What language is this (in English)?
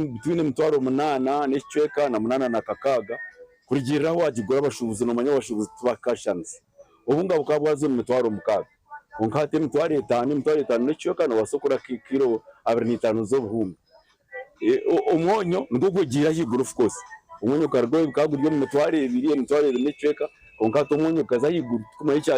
Nyankole